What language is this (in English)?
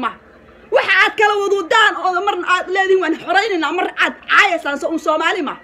Somali